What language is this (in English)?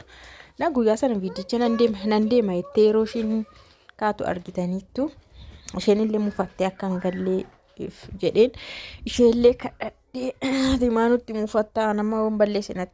Oromo